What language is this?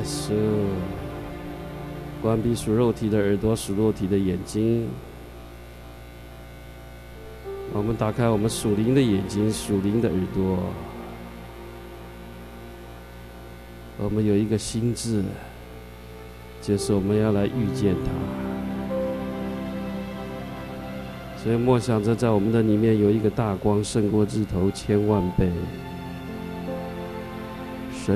Chinese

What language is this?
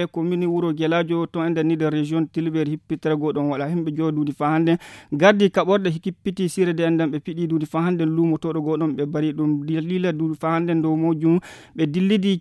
Fula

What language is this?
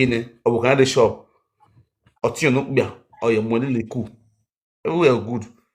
Nigerian Pidgin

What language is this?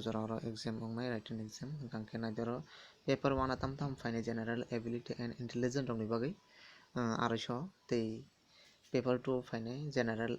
Kok Borok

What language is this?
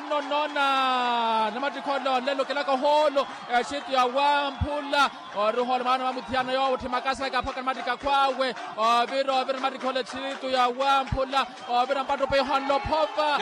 Makhuwa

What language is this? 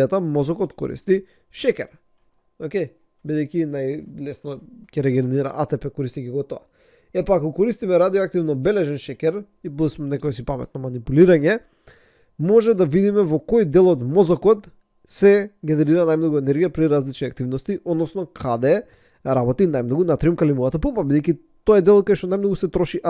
Macedonian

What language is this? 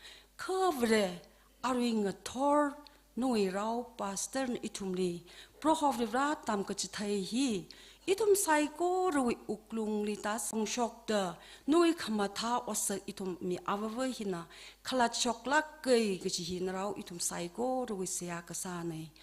Tangkhul Naga (India)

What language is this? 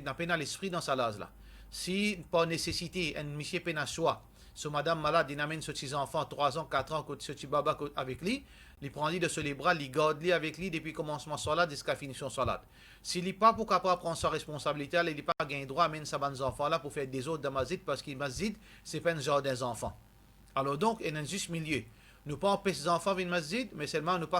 Morisyen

